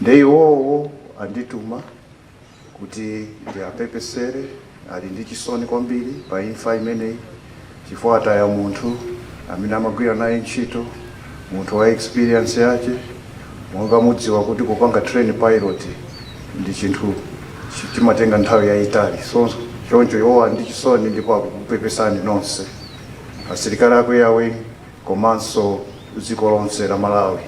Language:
Nyanja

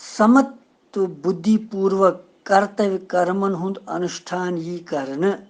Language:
Kashmiri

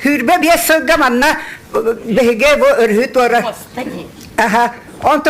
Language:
Yakut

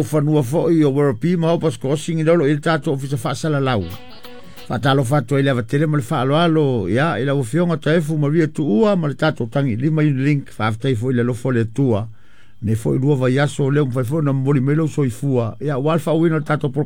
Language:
Samoan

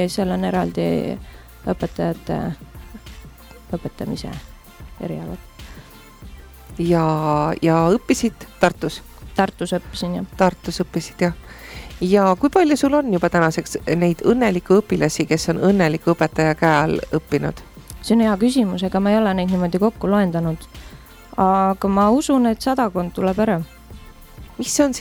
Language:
Estonian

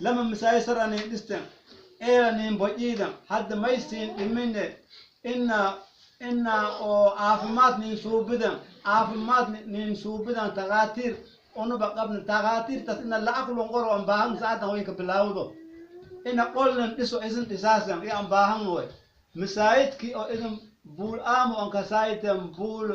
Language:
Somali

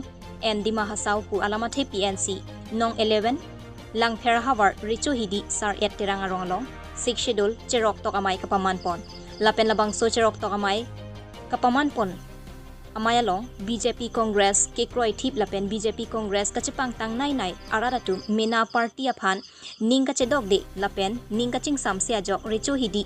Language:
Karbi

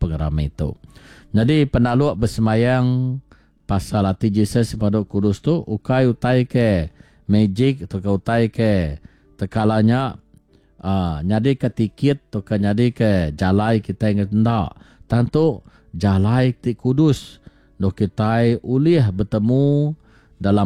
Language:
Iban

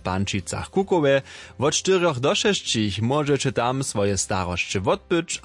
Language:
Upper Sorbian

